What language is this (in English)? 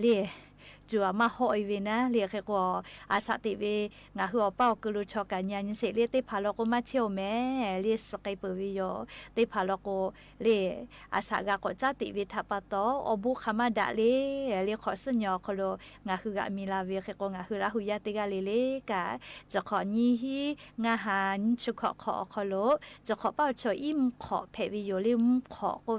Lahu